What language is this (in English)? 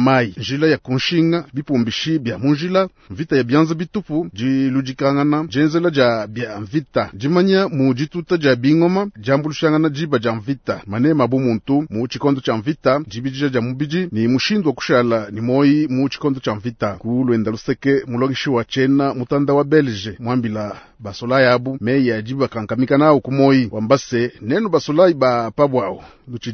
Luba-Lulua